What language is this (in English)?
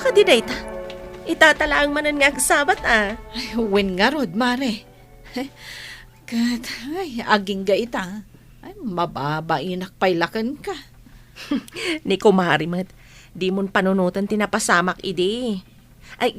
Iloko